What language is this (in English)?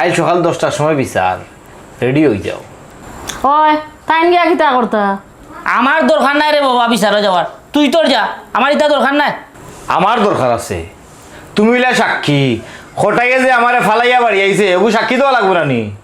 Sylheti